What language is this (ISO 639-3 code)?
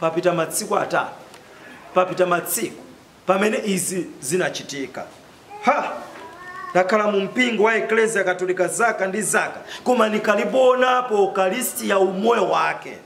nya